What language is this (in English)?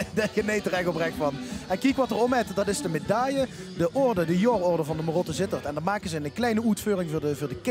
Limburgish